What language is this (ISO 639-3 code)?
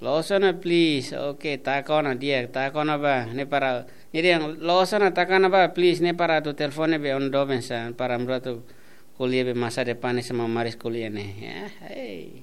tet